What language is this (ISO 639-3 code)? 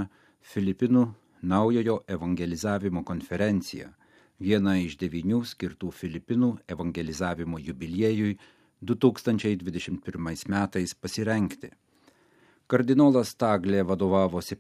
lit